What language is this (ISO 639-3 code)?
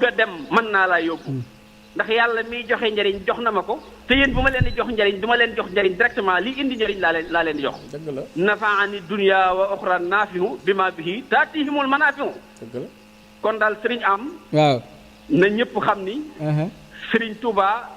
wol